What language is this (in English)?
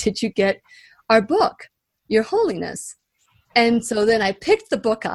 English